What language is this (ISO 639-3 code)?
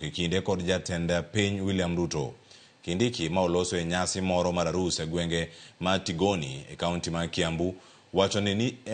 luo